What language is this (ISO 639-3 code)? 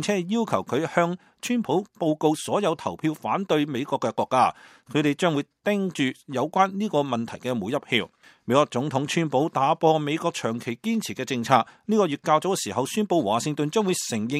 yue